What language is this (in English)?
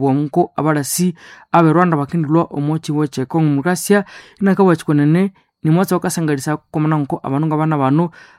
Nande